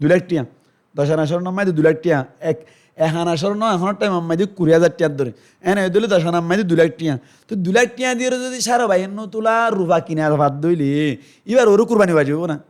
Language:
Rohingya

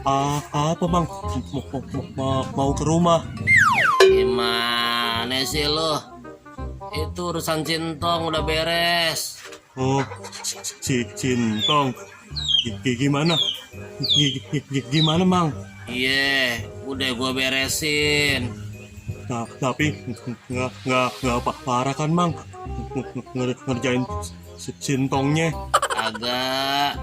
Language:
Betawi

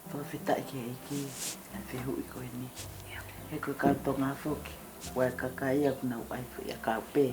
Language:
Tongan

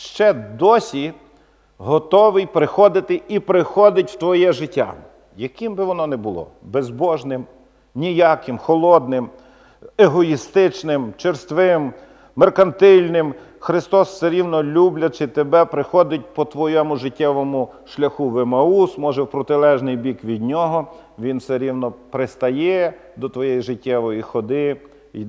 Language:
Ukrainian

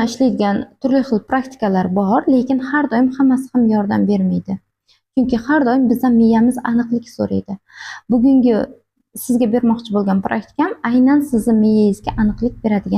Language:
Uzbek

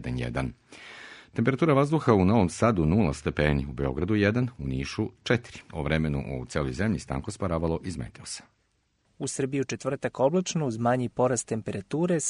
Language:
Serbian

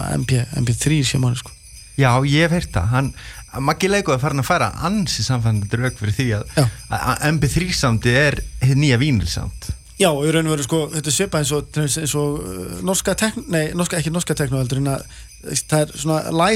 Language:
Icelandic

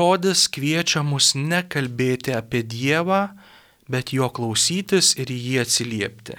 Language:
Lithuanian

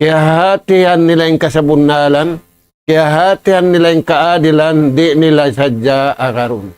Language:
Tausug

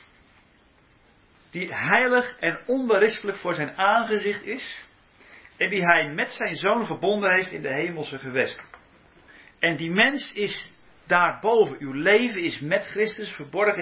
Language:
Dutch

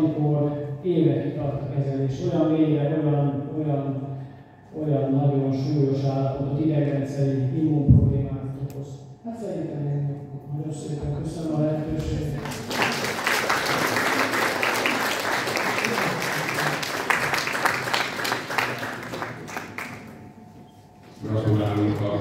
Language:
Hungarian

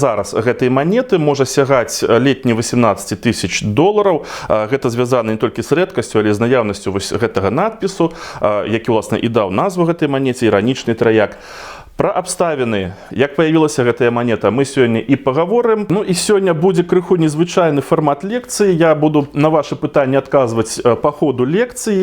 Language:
Belarusian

